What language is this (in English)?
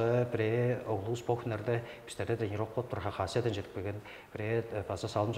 Tuvinian